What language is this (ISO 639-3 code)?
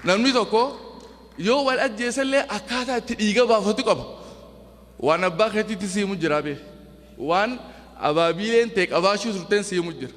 orm